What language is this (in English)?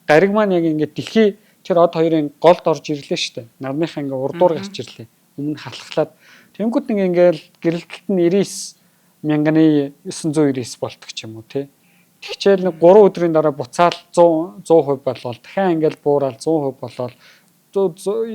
Mongolian